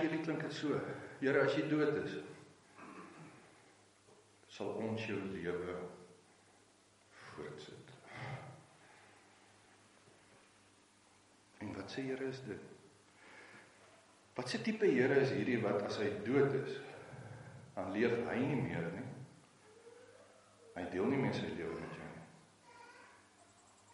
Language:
Afrikaans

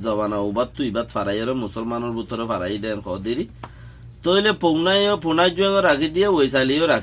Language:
Rohingya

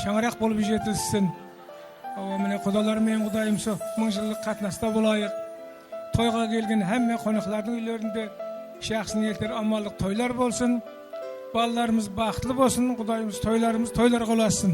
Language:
Kara-Kalpak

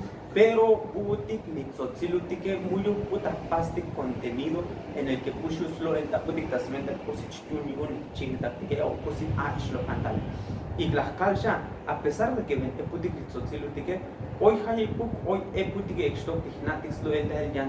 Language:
Tzotzil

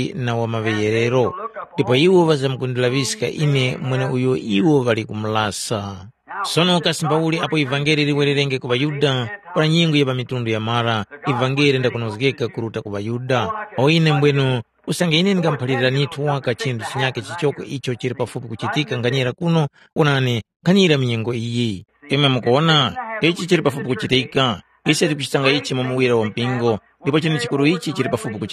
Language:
Tumbuka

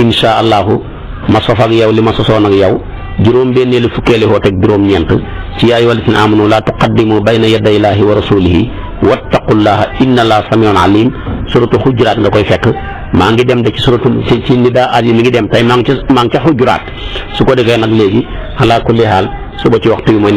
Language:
Wolof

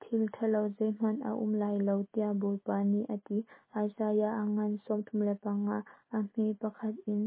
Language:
Hakha Chin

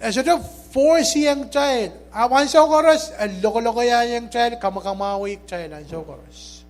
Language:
Pohnpeian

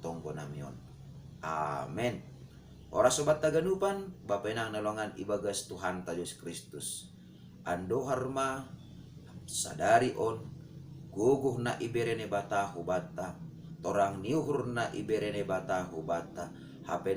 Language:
Batak Simalungun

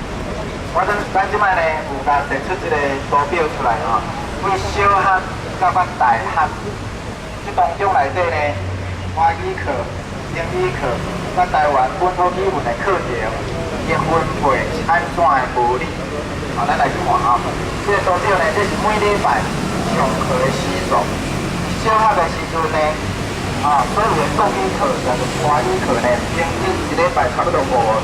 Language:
Min Nan Chinese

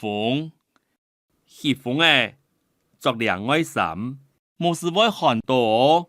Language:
Hakka Chinese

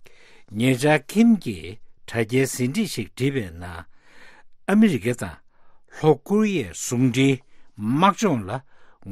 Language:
Tibetan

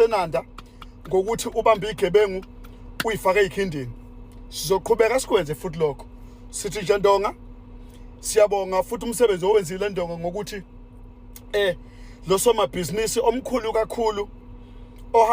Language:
Zulu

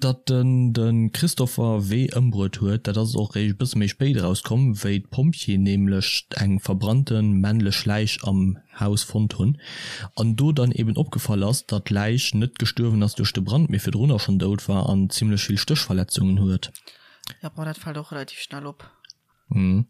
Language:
Luxembourgish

